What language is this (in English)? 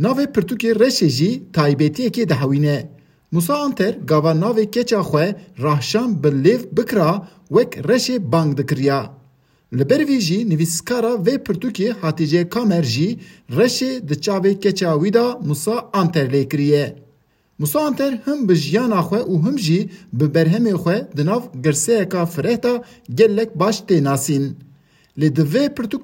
Kurdish